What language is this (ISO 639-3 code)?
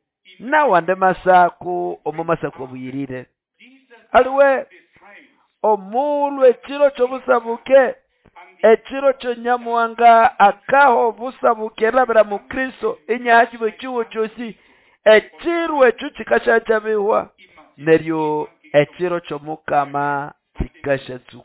nnb